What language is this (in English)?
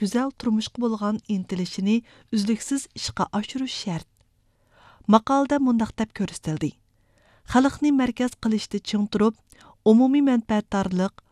Uyghur